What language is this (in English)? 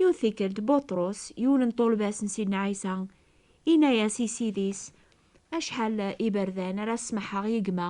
Kabyle